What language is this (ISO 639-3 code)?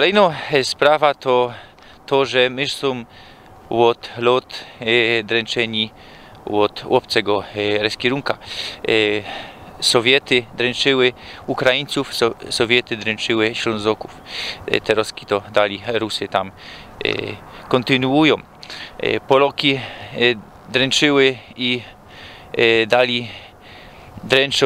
szl